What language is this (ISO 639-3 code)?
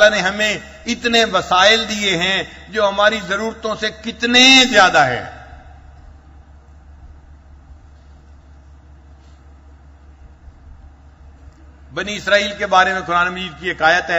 urd